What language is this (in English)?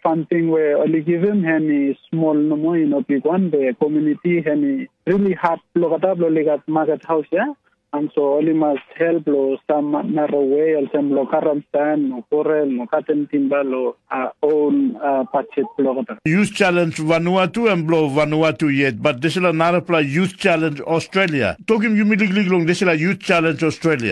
Tok Pisin